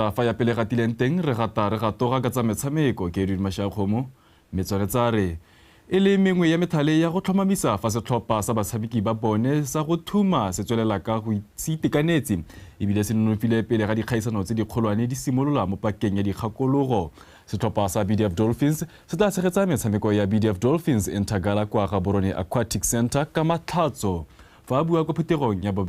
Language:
Tswana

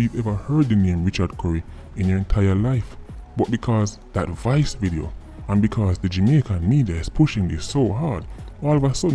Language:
Jamaican Creole English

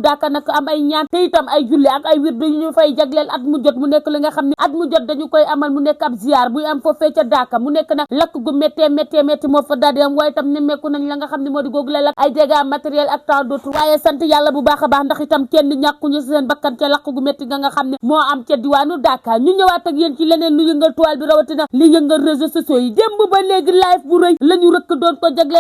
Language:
Wolof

